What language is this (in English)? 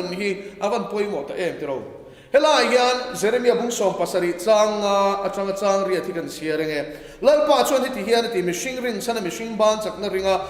Mizo